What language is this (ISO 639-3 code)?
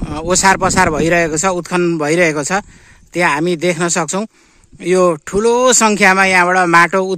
nep